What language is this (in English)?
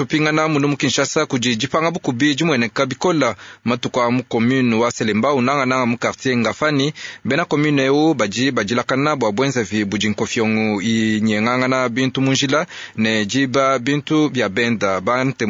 Luba-Lulua